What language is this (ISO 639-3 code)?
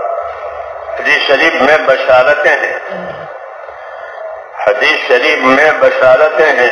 urd